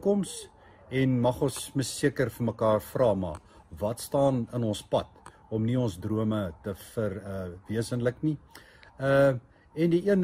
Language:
Afrikaans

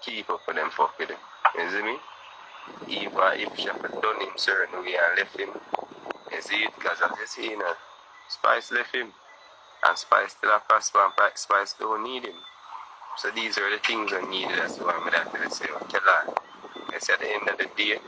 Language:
Jamaican Creole English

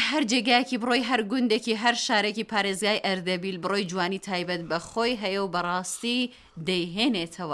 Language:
Central Kurdish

